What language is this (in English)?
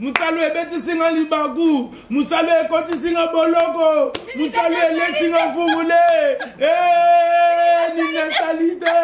Lingala